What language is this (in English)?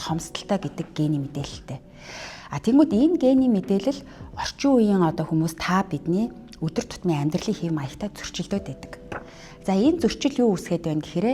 Mongolian